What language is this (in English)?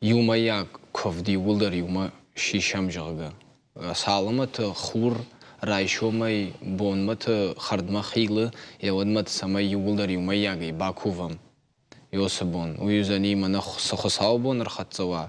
Ossetic